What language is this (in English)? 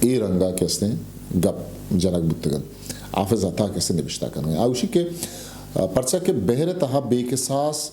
Eastern Balochi